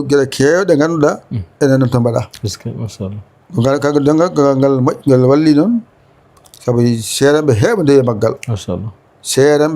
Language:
Fula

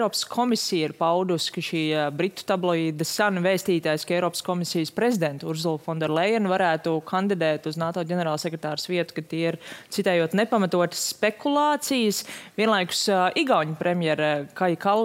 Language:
Latvian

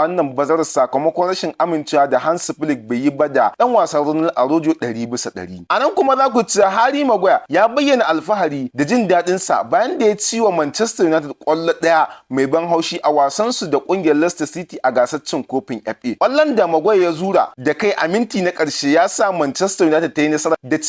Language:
Hausa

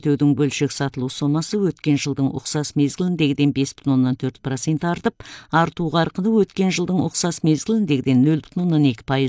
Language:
Kazakh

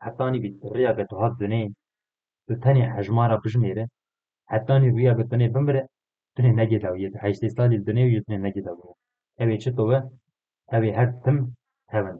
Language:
Kurdish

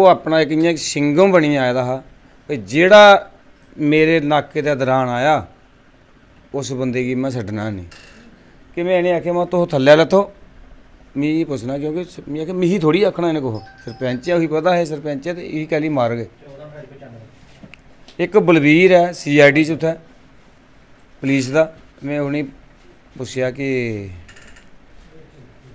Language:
Dogri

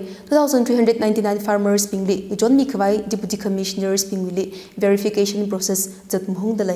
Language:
Tangkhul Naga (India)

